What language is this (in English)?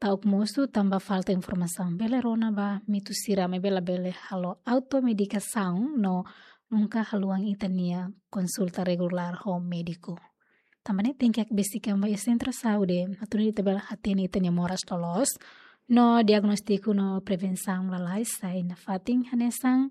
Tetum